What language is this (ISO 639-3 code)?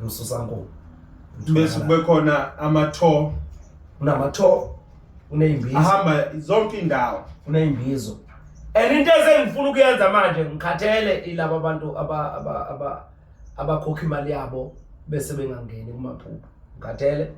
zul